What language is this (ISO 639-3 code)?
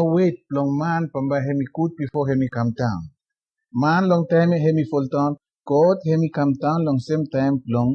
bis